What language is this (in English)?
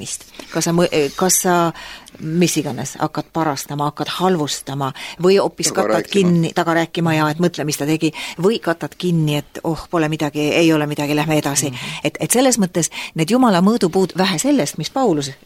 Estonian